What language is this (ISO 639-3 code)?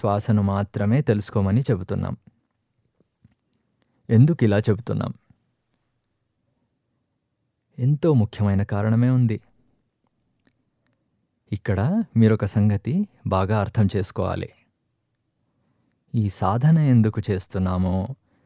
tel